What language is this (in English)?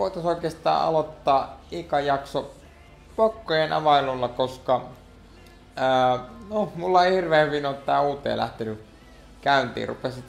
Finnish